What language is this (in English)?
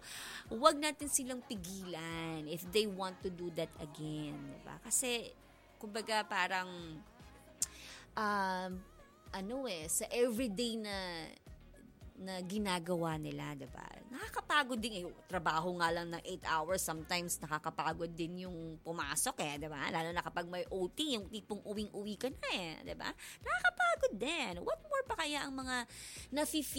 Filipino